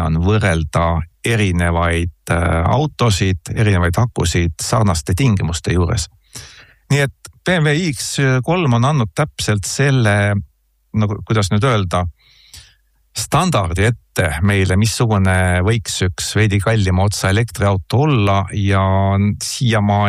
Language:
Estonian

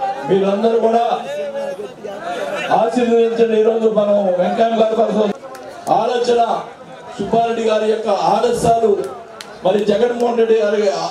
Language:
Telugu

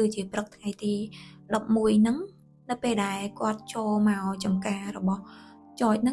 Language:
Khmer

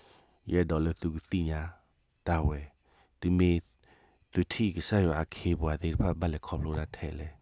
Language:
S'gaw Karen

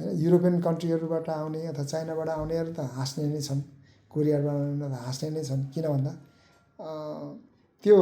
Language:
Nepali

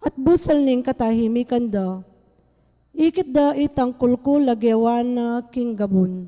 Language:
Pampanga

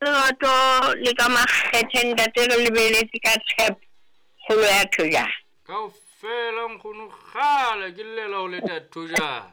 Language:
Southern Sotho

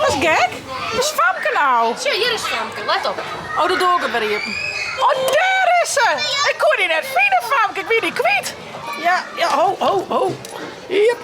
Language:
Western Frisian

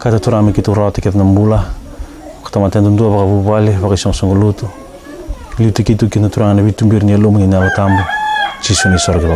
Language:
Fijian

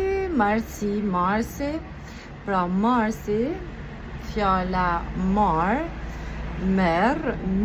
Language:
Albanian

